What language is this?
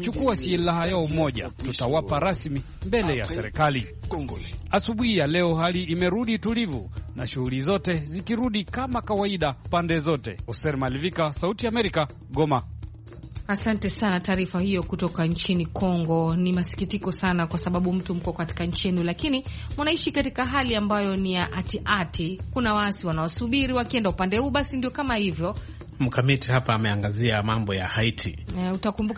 Swahili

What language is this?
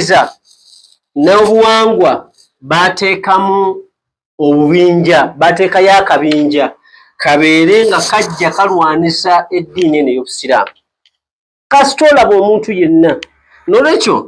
Ganda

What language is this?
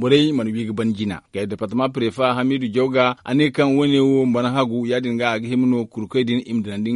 Zarma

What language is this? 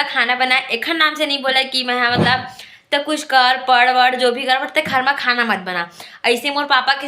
Chhattisgarhi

